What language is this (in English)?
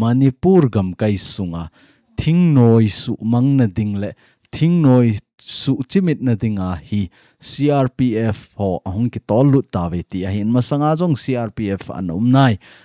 Thado Chin